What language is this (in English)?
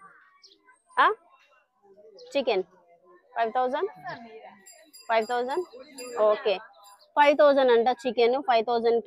Telugu